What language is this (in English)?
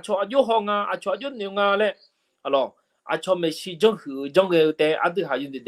Akha